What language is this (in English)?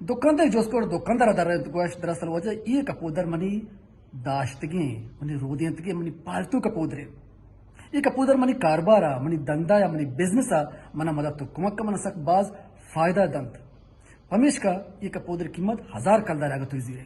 Baluchi